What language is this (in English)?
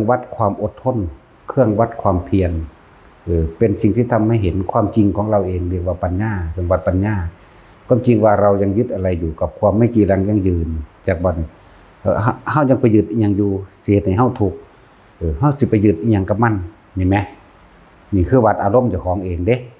Northeastern Thai